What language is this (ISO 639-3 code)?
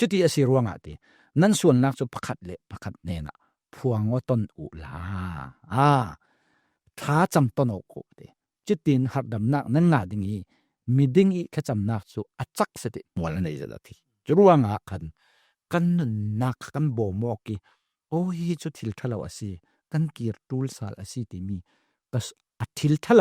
cfm